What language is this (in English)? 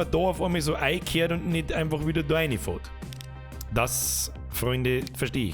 Bavarian